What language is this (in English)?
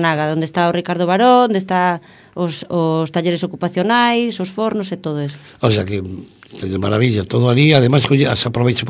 Galician